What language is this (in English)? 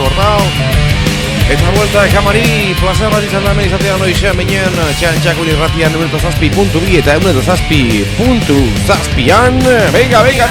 Basque